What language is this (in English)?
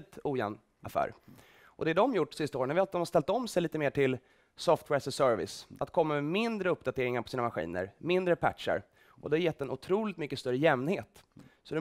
Swedish